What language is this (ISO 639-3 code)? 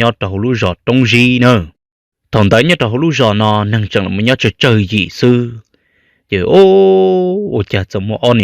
hmn